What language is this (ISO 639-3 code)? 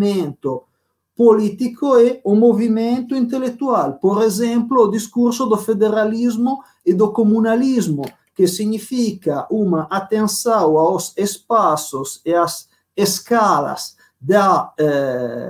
por